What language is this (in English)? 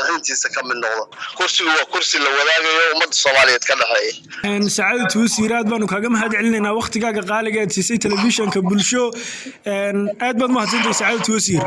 Somali